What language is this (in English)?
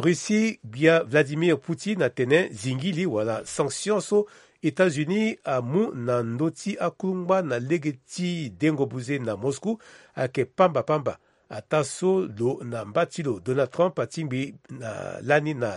Sango